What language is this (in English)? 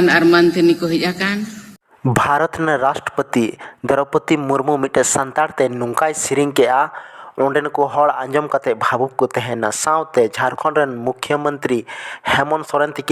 Santali